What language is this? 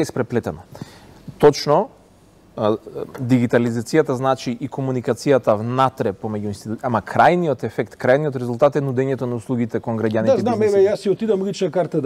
Macedonian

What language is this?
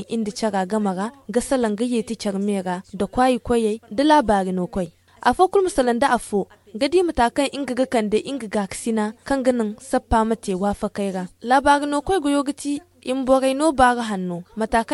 Zarma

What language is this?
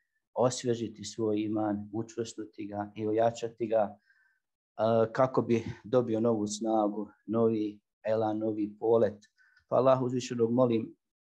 Bosnian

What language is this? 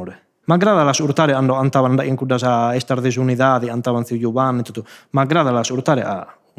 Sardinian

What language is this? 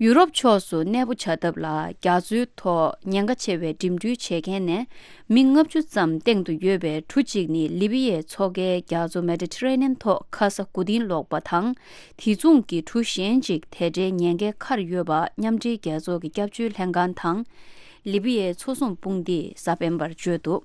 Tibetan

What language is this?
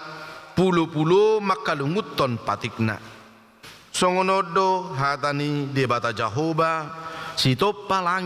Batak Toba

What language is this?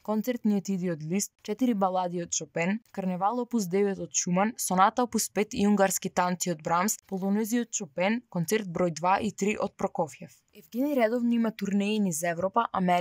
Macedonian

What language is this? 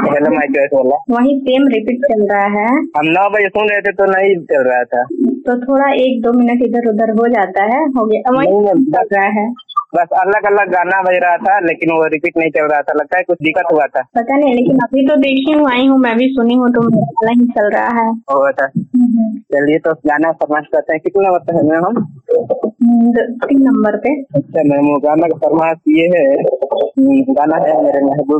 Hindi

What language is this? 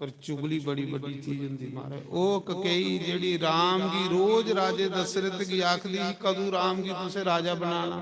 Dogri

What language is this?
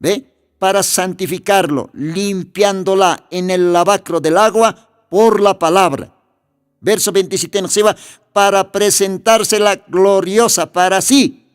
Aymara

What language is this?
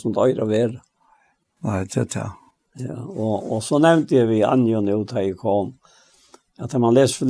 Faroese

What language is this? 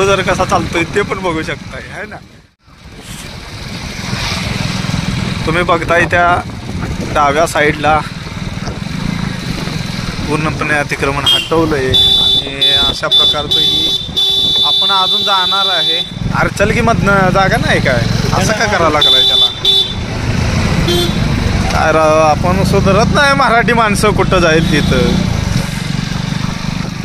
Marathi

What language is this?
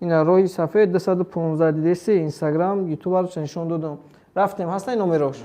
Tajik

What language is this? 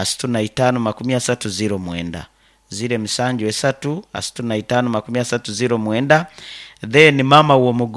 Nyoro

